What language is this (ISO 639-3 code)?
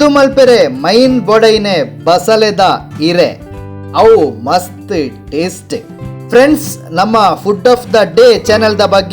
tcy